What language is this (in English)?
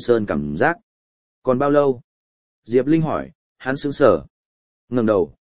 Vietnamese